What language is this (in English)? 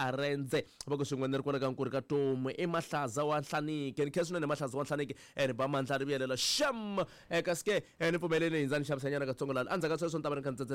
Tsonga